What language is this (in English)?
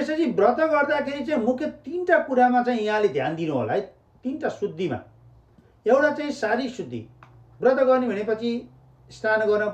Nepali